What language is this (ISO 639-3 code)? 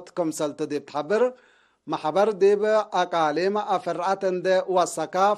tig